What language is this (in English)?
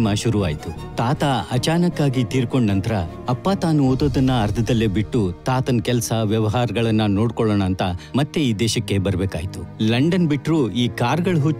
Kannada